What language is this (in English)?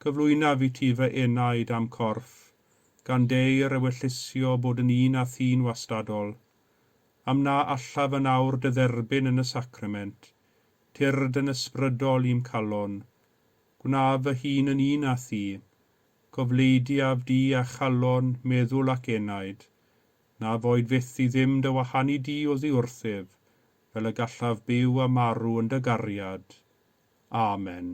Welsh